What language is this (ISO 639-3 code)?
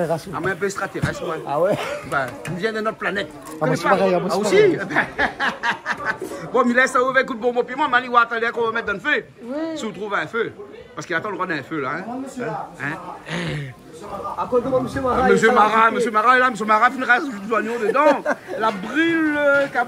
rcf